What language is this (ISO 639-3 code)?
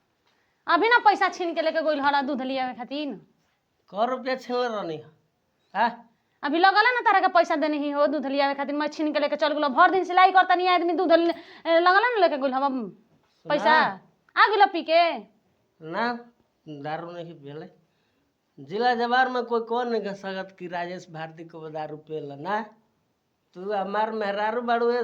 bho